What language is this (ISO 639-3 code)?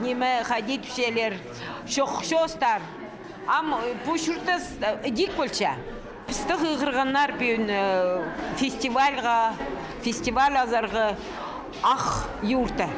kjh